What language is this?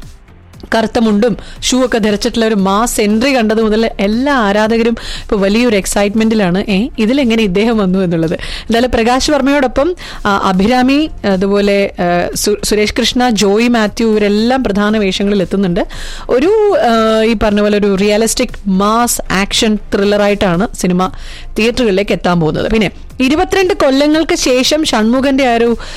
Malayalam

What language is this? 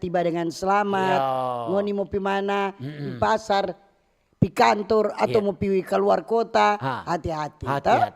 Manado Malay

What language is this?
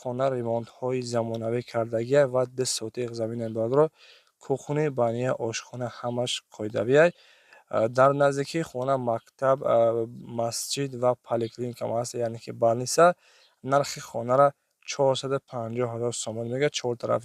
Tajik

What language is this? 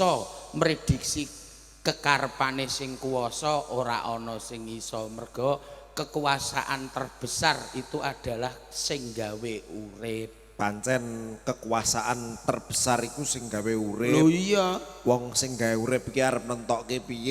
Javanese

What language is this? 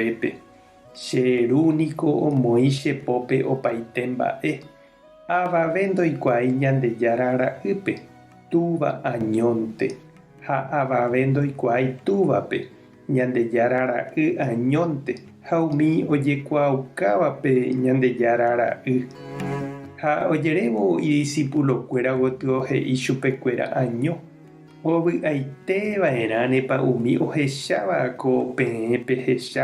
Guarani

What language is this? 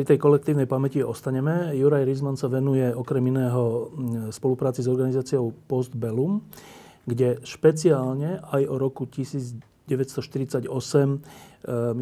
Slovak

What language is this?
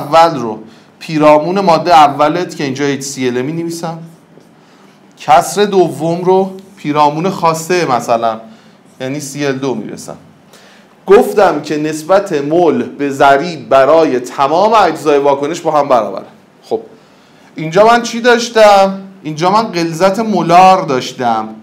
Persian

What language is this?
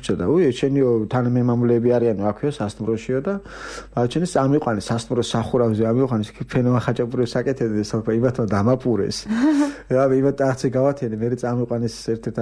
Georgian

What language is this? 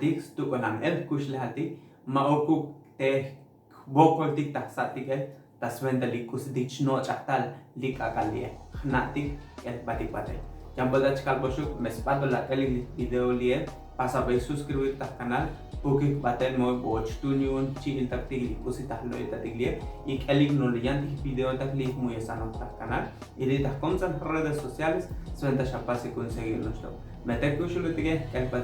Tzotzil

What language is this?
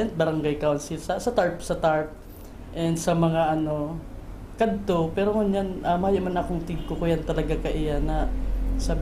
Bikol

